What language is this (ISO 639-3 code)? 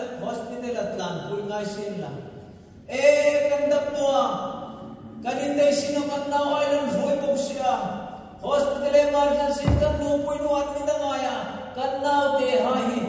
hmr